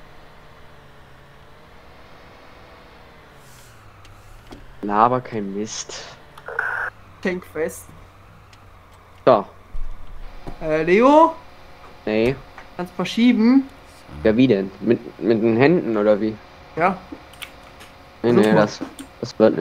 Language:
German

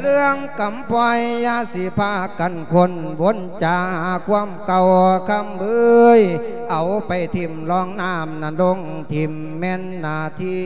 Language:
Lao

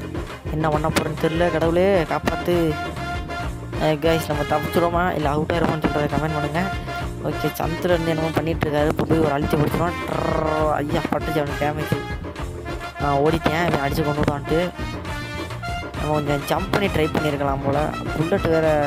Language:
Tamil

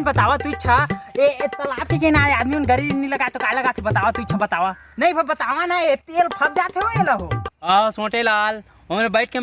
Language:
Chhattisgarhi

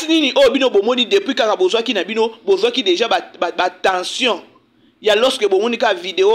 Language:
Lingala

